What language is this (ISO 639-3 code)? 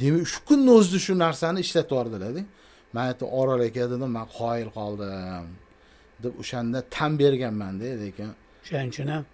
uzb